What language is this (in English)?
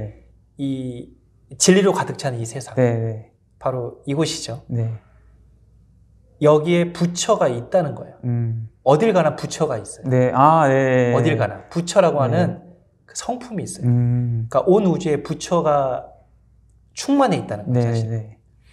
Korean